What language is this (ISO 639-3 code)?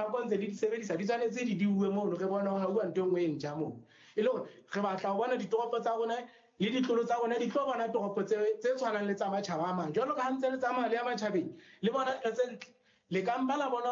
sot